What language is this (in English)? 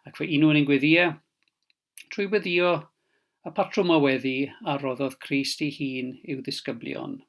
Welsh